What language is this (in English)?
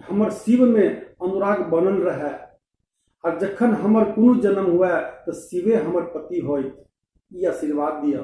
Maithili